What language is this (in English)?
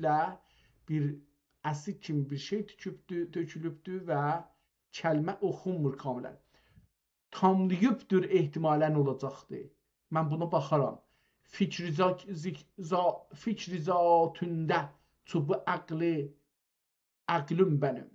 South Azerbaijani